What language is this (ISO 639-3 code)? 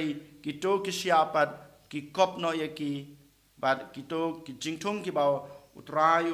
kha